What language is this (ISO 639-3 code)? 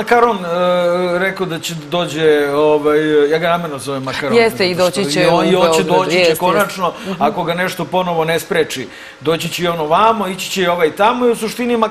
srp